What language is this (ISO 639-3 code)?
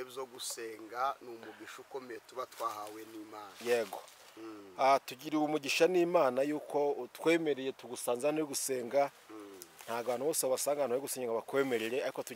kin